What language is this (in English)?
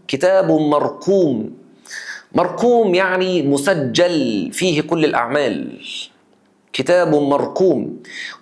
Egyptian Arabic